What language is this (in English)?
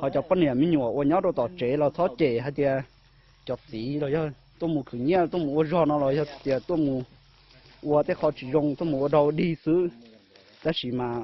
Hmong